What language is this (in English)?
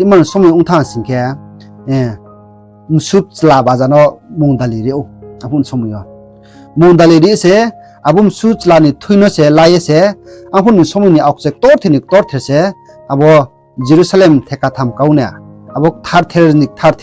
Riang (India)